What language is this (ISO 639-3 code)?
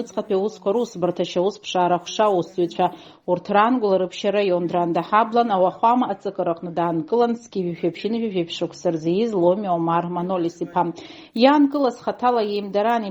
abk